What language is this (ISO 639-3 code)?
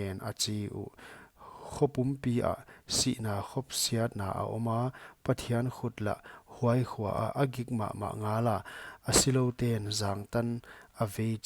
pck